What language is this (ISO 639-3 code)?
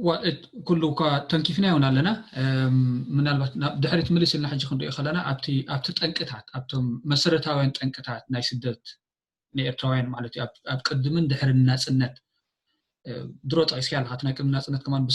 tir